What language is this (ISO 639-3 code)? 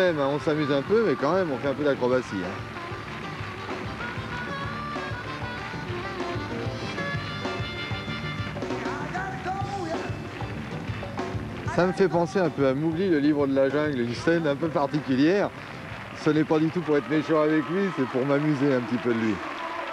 fra